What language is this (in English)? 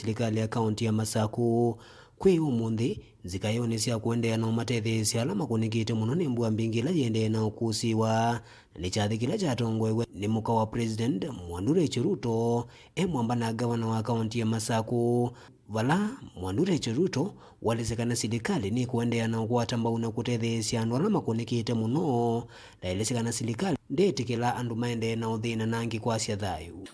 Kamba